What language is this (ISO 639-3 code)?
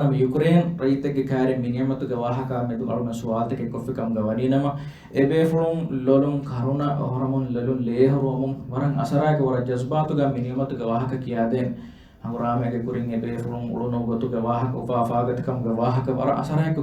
div